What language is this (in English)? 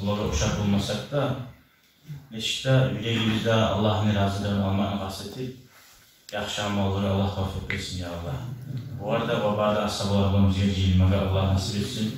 Kumyk